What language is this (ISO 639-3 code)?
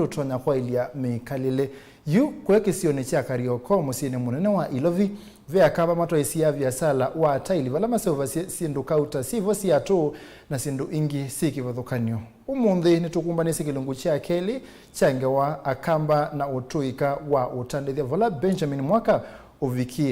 kam